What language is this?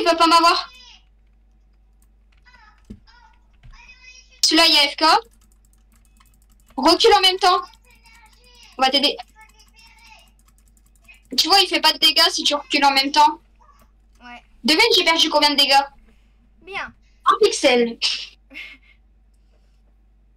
French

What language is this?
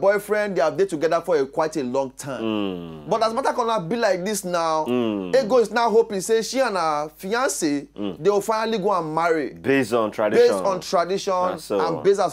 Nigerian Pidgin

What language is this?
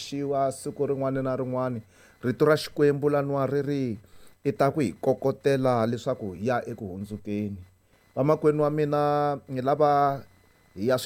Tsonga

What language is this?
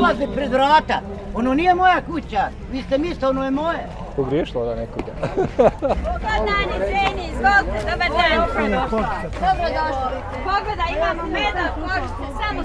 Bosnian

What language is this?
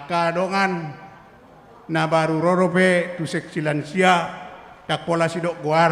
Batak Toba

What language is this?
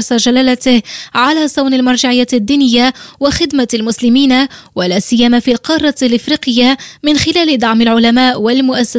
Arabic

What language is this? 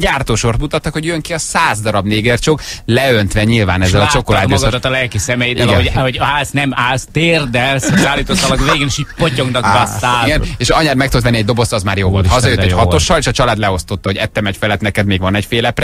Hungarian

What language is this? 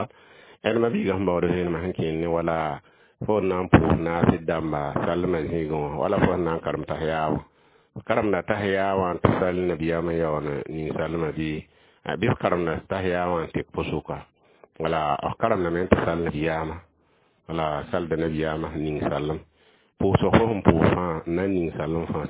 Mossi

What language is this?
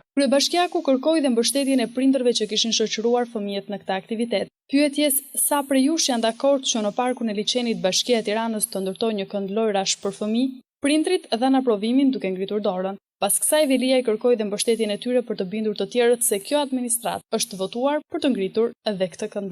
Albanian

